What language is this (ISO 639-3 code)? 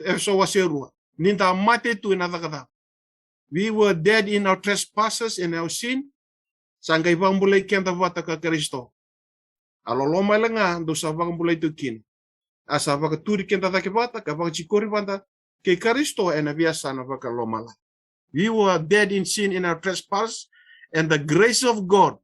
fij